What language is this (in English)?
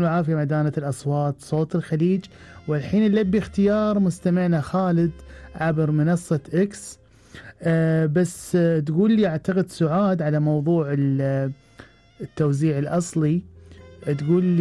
Gulf Arabic